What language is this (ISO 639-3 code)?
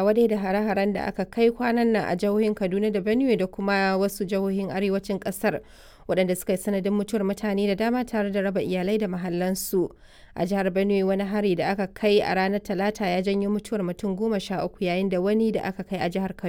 hau